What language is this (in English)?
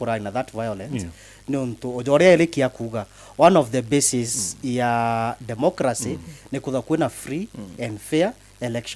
Meru